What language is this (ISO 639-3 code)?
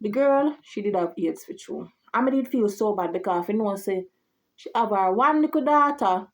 jam